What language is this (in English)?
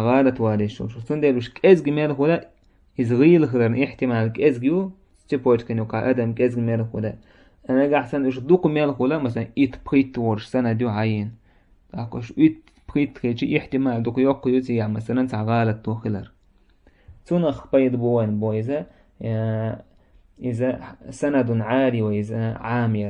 Chechen